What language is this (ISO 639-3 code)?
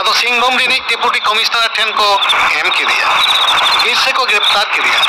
sat